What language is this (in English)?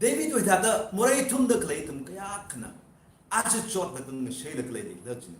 Tangkhul Naga (India)